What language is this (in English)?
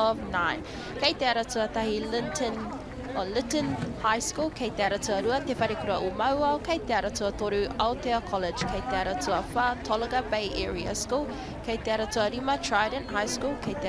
Māori